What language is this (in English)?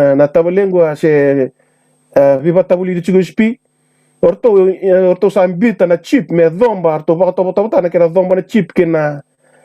Fijian